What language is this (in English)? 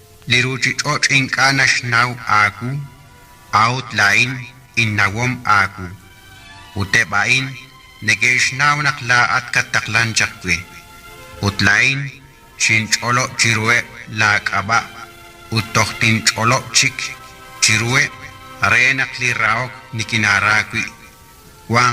Kekchí